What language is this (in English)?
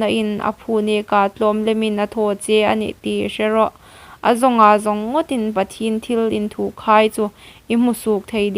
Hmar